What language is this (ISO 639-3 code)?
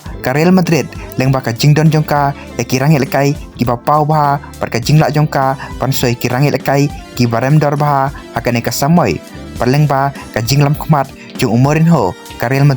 kha